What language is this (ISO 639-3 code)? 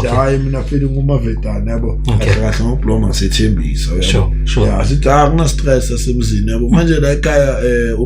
zul